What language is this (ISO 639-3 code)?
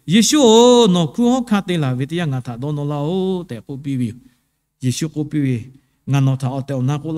lhu